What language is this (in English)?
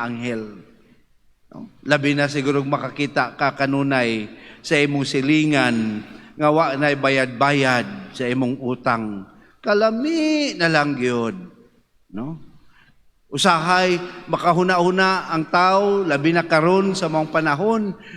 Cebuano